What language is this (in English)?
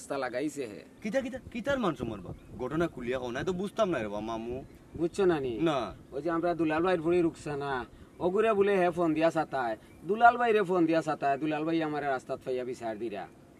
Sylheti